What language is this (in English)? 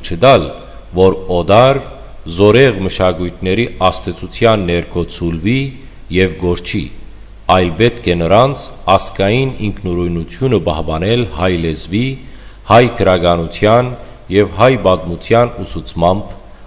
Western Armenian